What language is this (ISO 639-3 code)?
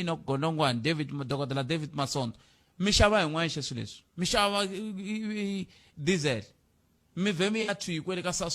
tso